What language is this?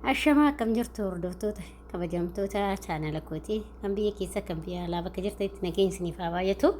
Oromo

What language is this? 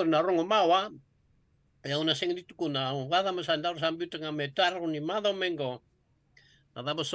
Fijian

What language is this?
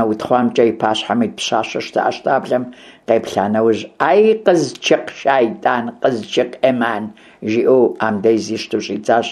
Kabardian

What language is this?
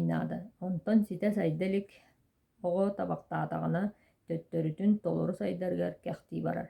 Yakut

